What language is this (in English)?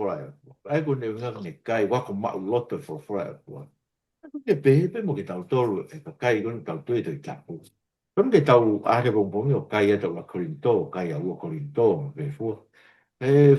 Tongan